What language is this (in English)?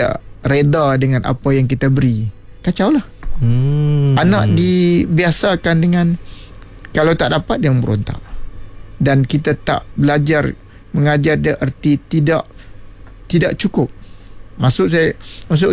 Malay